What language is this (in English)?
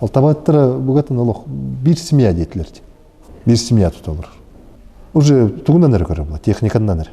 Yakut